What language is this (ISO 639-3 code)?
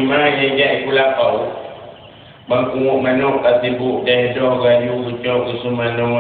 ace